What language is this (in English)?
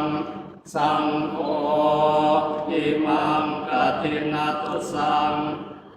Pali